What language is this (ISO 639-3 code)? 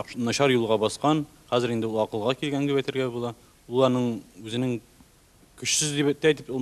tat